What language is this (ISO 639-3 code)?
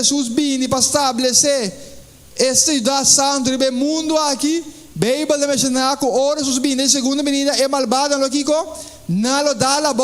pap